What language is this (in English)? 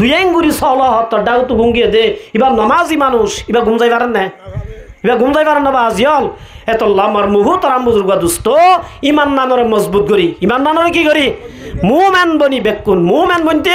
Rohingya